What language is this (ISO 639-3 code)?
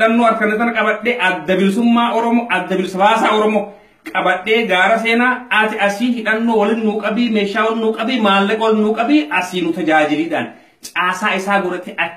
orm